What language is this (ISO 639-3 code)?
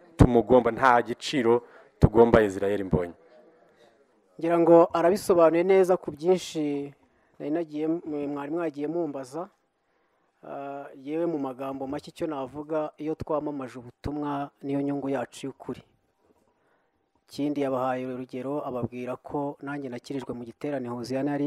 kin